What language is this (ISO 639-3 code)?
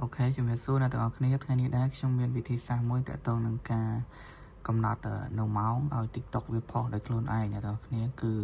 khm